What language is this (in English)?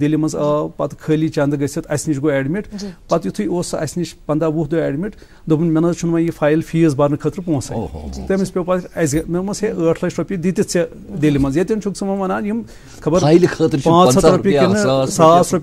Kashmiri